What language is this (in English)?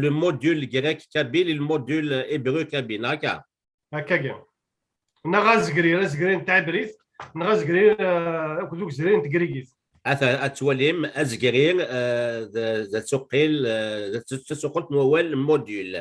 Kabyle